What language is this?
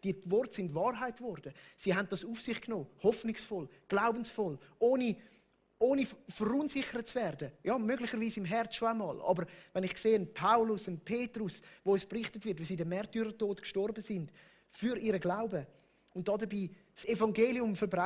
Swiss German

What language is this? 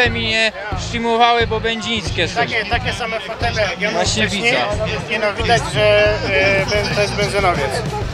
Silesian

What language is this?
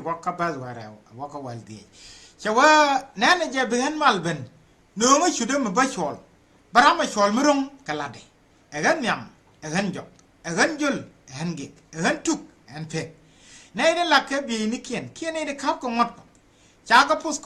Nuer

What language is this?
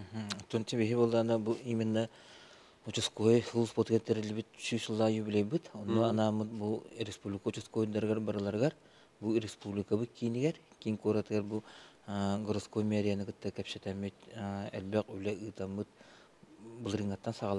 Yakut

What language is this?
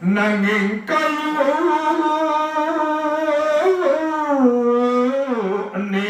Sasak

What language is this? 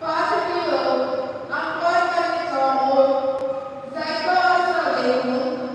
Konkani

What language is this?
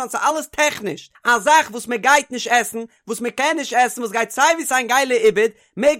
Yiddish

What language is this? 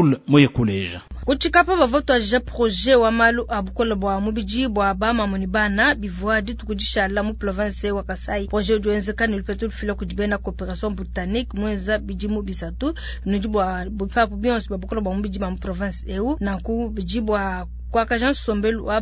Luba-Lulua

